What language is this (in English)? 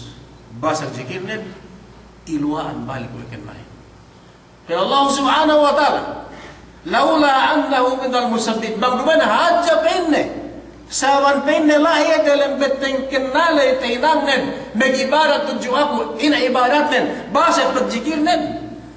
Yakan